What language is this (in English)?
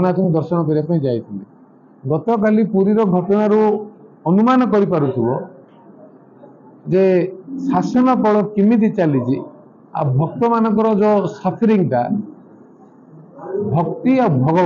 Odia